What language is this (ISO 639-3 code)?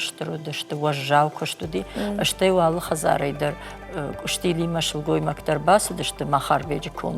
oss